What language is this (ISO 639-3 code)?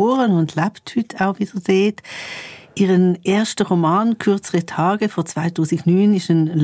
gsw